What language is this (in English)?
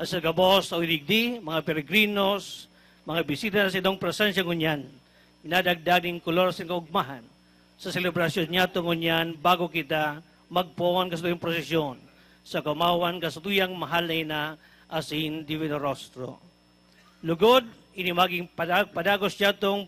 Bikol